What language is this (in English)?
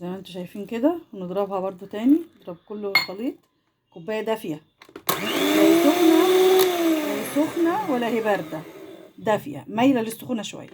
Egyptian Arabic